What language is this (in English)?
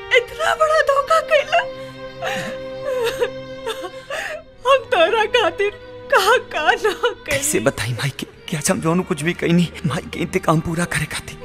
Bhojpuri